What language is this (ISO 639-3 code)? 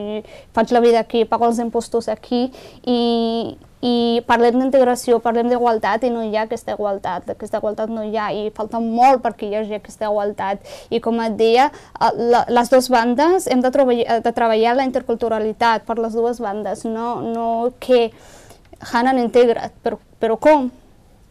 cat